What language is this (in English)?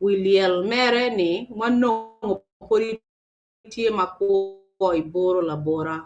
Acoli